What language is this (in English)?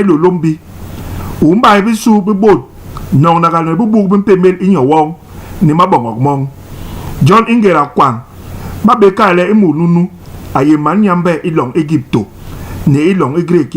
Basaa